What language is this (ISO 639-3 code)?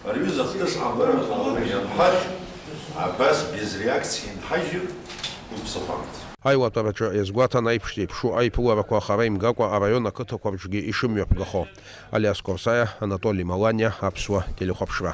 abk